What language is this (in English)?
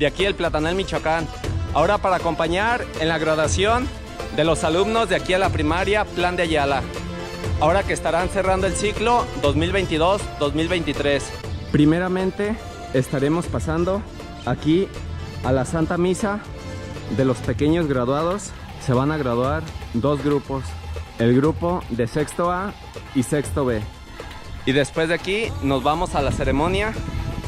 Spanish